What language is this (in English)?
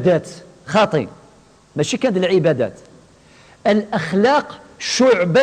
Kabyle